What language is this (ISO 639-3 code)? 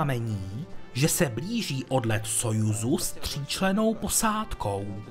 ces